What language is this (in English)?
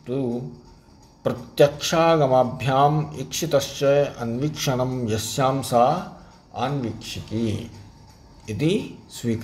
Sanskrit